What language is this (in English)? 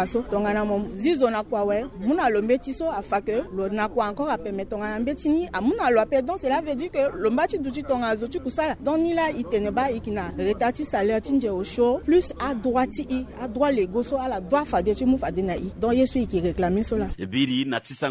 Sango